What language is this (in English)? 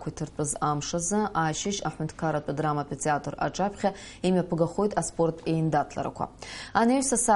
Abkhazian